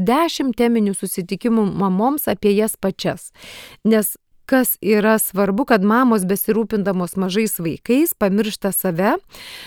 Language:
Lithuanian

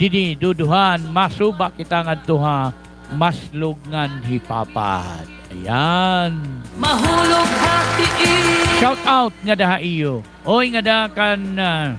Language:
Waray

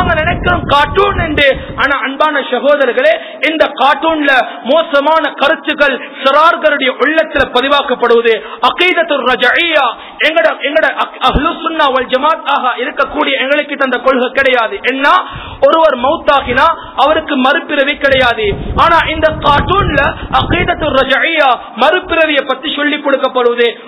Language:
Tamil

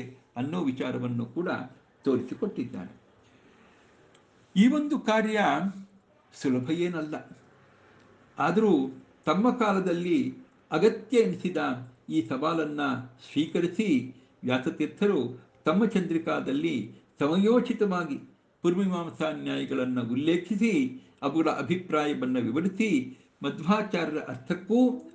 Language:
Kannada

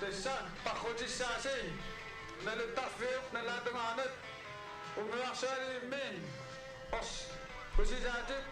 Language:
Kalaallisut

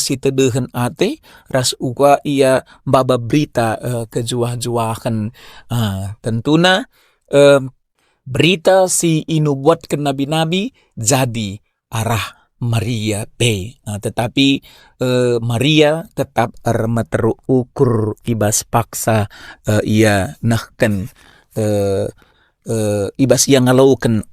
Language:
Batak Karo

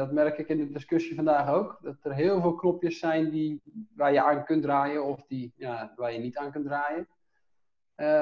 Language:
Dutch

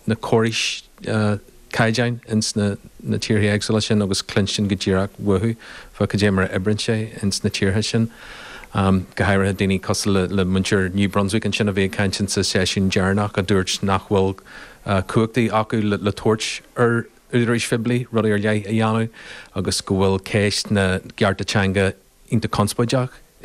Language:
Irish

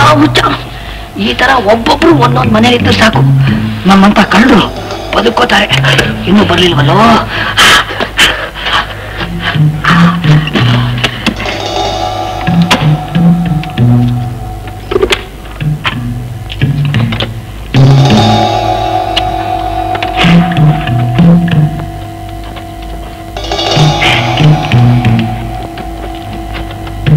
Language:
Kannada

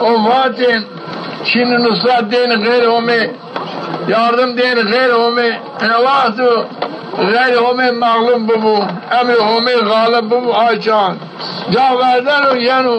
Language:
Zaza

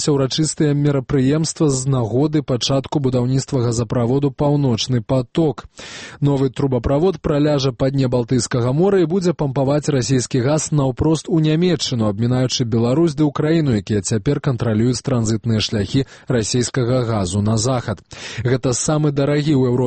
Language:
Belarusian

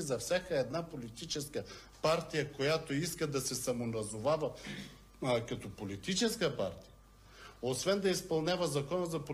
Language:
Bulgarian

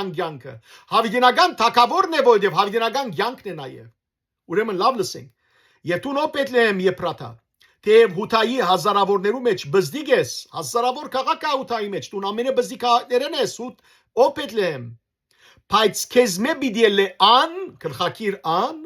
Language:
Western Armenian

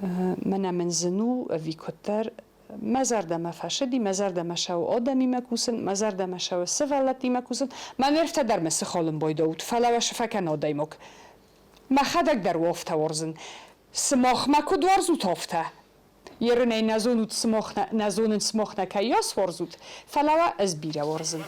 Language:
Ossetic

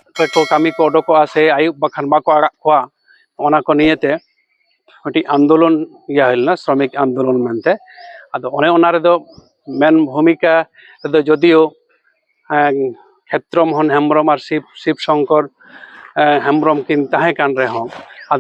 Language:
Santali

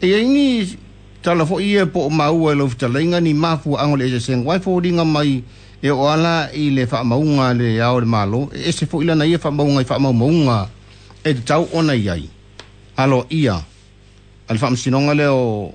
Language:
Samoan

